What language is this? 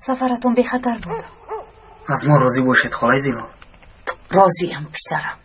Tajik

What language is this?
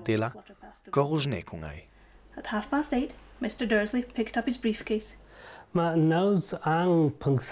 Ladin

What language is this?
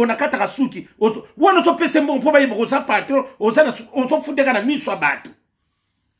Lingala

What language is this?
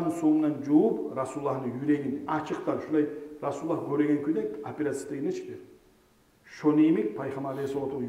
Kumyk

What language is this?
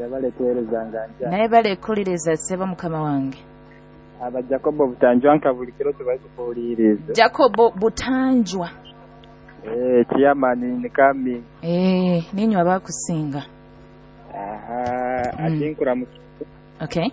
Nyoro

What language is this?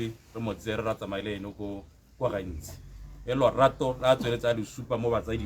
Tswana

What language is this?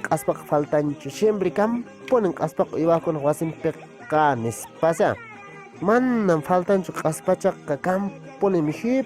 Quechua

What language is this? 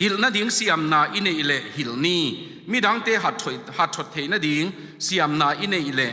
Tedim Chin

